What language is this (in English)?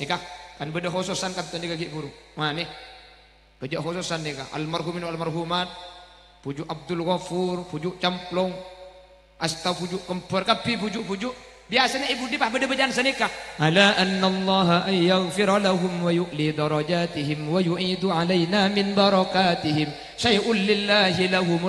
Madurese